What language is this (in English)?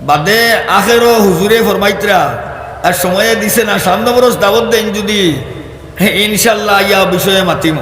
Sylheti